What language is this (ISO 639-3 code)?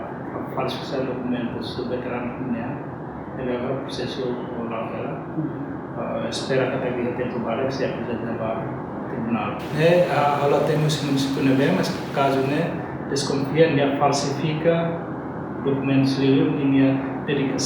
tet